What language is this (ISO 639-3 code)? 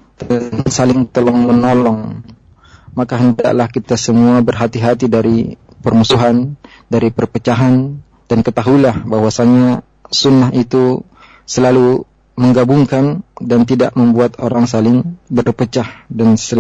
ind